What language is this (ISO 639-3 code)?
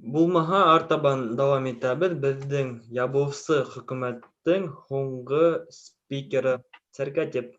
bak